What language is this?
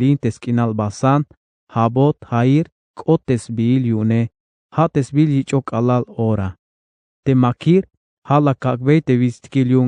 Tzeltal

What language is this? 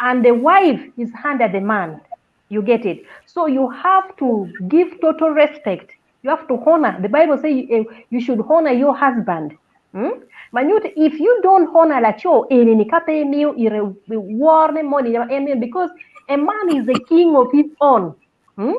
Acoli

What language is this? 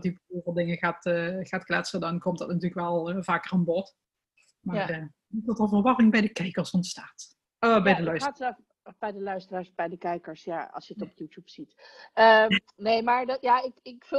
Dutch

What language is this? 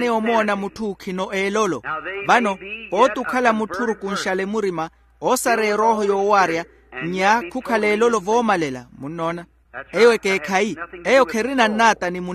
Makhuwa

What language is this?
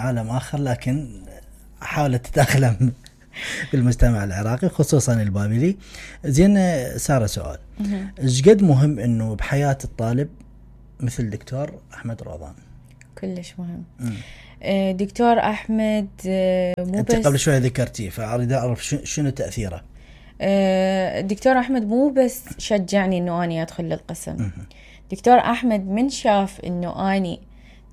Mesopotamian Arabic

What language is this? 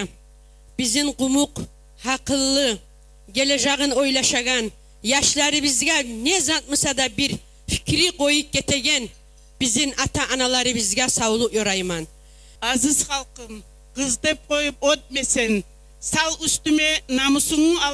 Kumyk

